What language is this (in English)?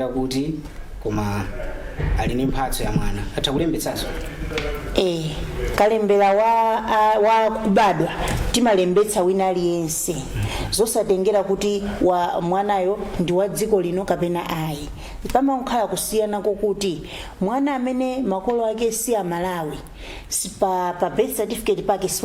Nyanja